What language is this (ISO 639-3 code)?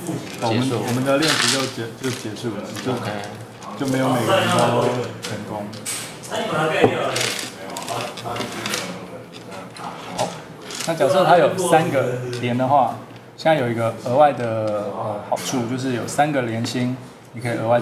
zho